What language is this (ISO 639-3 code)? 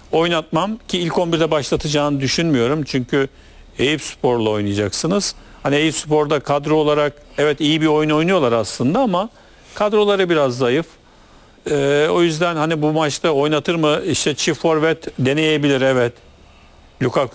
tur